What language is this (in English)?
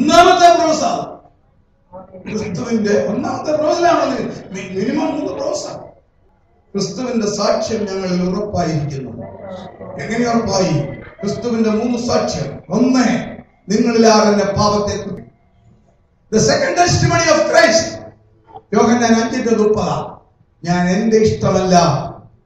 Malayalam